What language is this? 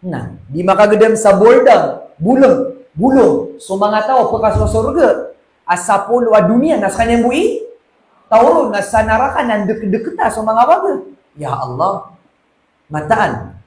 Maranao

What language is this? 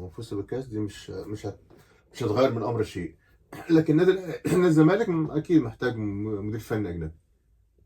Egyptian Arabic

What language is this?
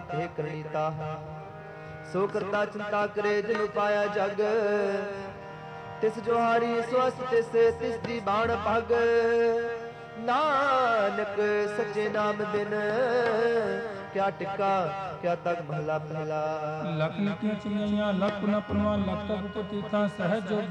Punjabi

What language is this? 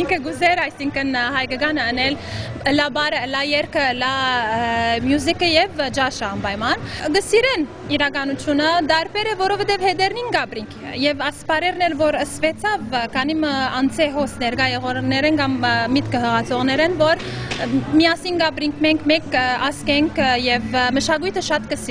Western Armenian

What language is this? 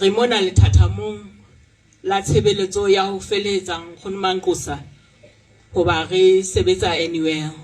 Southern Sotho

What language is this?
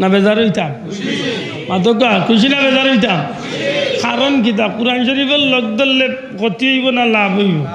Sylheti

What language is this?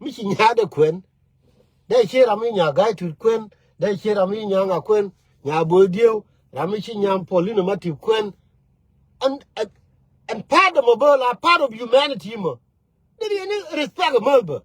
Nuer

